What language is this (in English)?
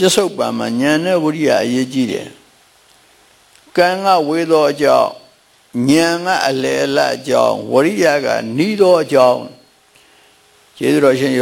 Burmese